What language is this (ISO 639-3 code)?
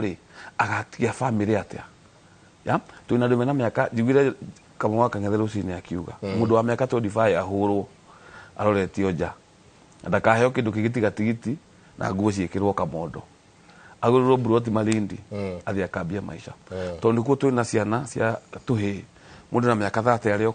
kik